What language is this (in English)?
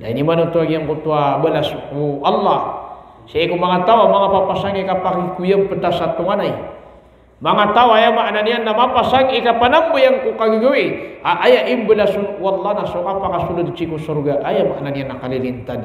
Maranao